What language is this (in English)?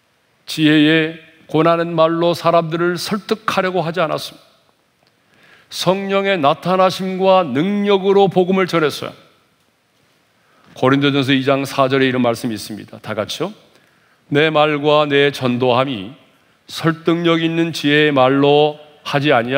Korean